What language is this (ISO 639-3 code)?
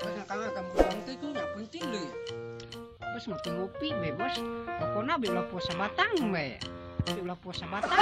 sun